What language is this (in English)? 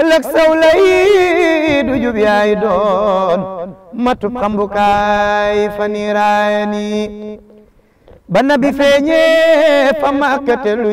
Wolof